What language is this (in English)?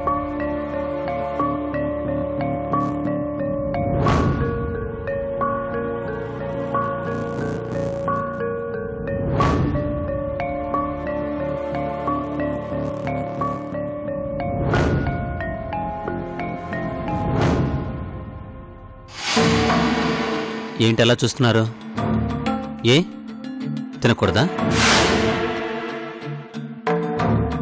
Telugu